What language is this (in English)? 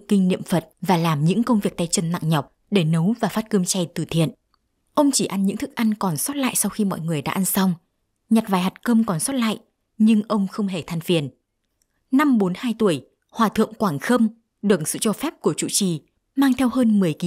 Vietnamese